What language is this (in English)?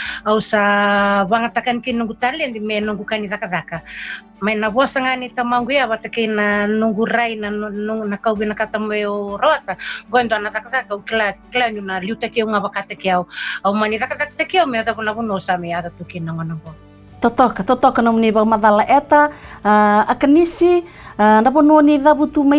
Fijian